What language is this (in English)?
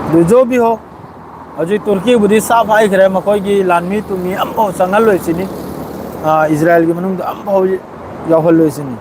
Manipuri